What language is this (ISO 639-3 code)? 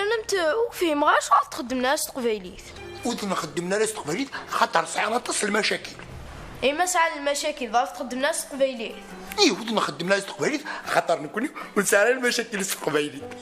kab